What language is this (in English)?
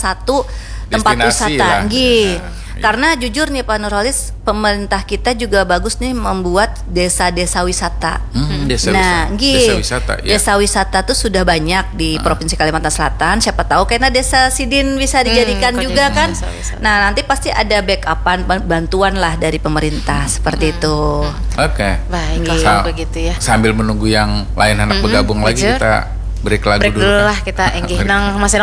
Banjar